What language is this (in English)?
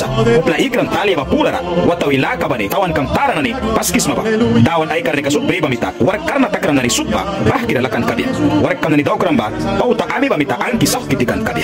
Mískito